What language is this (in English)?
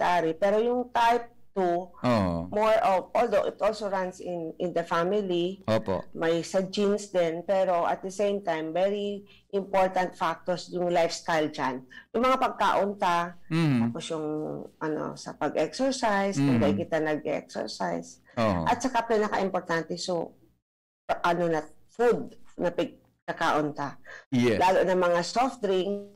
Bikol